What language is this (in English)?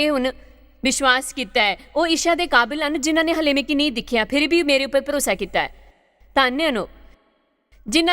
Dogri